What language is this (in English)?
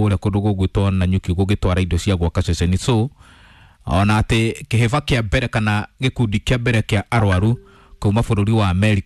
Kikuyu